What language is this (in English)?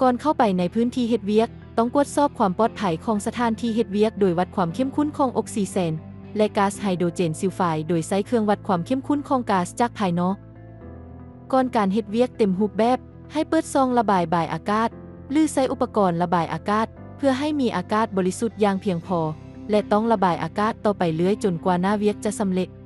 Lao